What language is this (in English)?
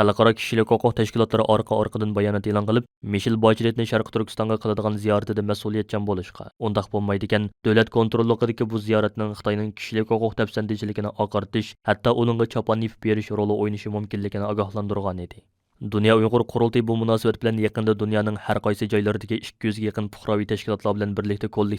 Uyghur